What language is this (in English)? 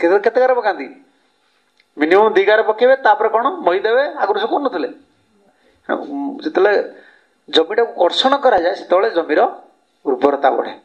Odia